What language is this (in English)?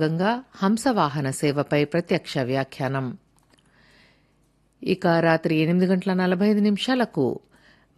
Telugu